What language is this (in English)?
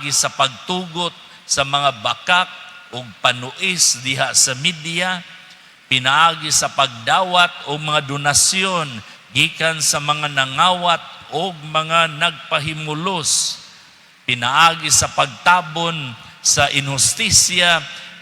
Cebuano